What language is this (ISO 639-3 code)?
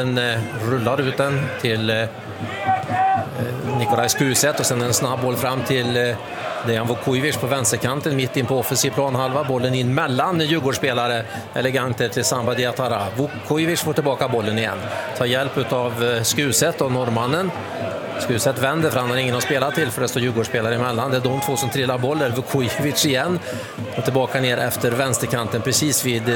swe